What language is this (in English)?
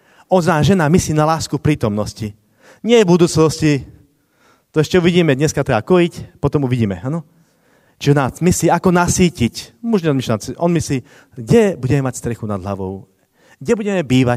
Slovak